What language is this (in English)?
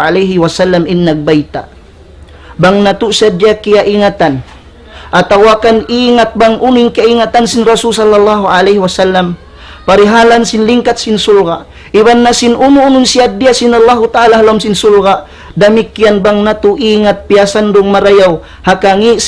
Tausug